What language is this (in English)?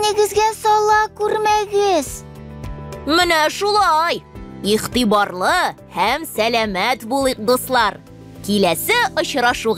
Tatar